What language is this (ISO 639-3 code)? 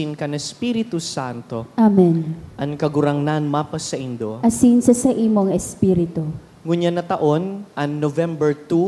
bik